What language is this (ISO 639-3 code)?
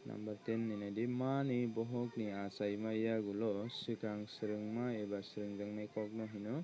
trp